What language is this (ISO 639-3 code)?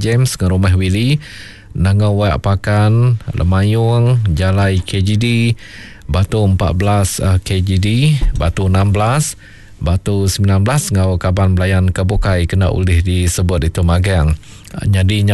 iba